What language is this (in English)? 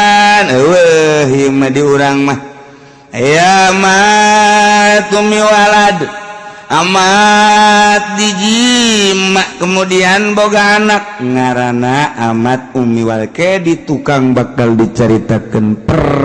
Sundanese